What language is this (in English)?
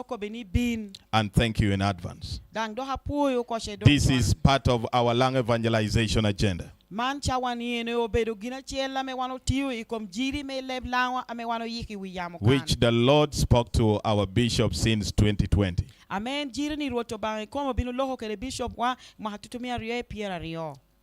Lango (Uganda)